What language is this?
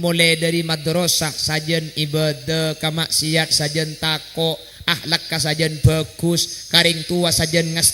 Madurese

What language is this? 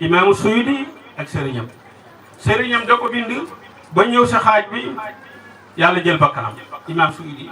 Wolof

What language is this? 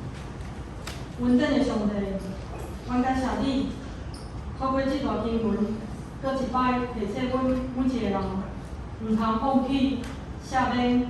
Min Nan Chinese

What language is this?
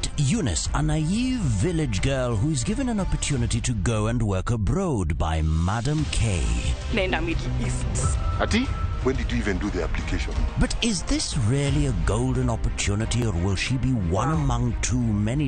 Luo (Kenya and Tanzania)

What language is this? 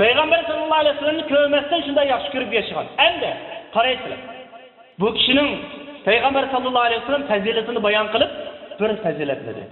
Uyghur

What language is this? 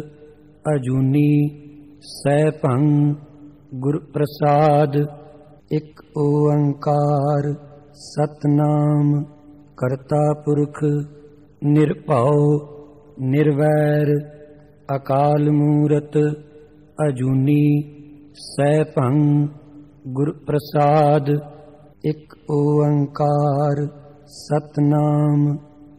Punjabi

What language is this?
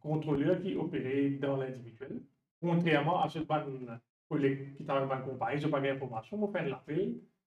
Morisyen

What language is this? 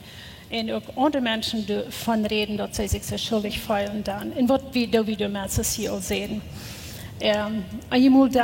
Plautdietsch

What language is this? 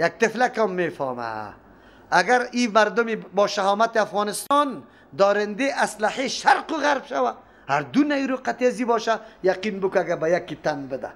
Persian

